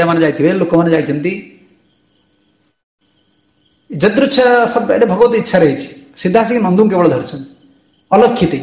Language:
Odia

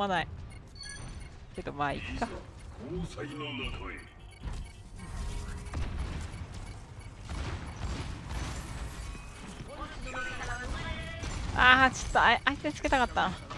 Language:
Japanese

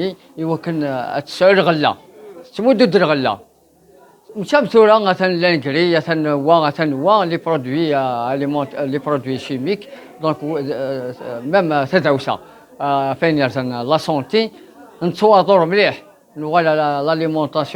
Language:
Kabyle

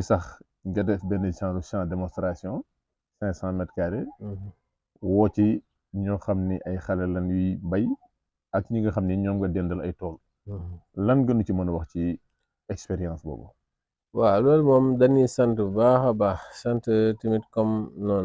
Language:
Wolof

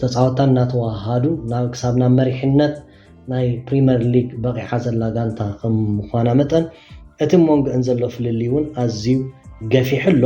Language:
Tigrinya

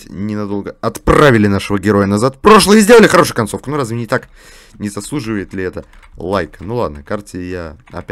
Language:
Russian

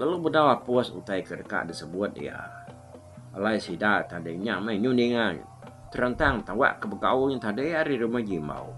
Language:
Iban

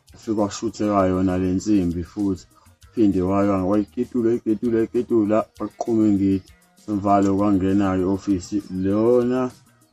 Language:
Zulu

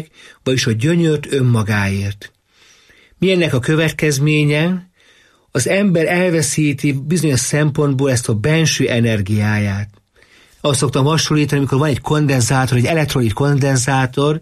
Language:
Hungarian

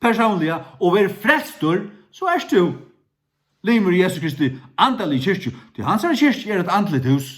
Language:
Faroese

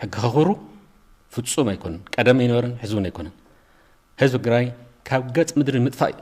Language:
Tigrinya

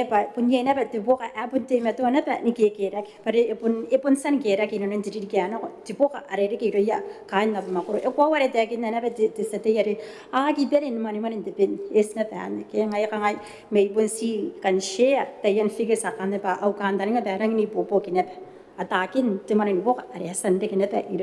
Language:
Gilbertese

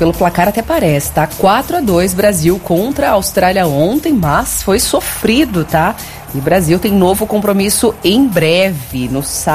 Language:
Portuguese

